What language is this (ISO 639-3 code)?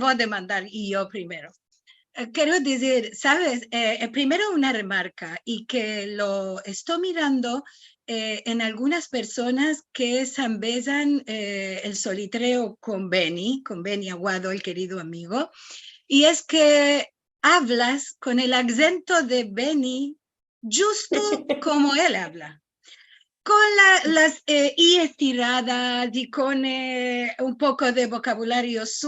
lad